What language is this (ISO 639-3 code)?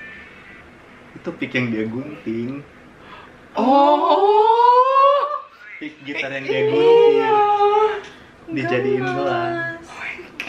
ind